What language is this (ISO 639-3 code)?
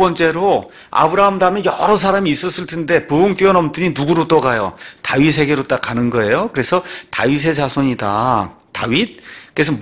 kor